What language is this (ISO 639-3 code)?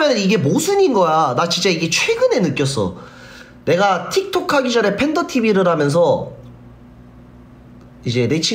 kor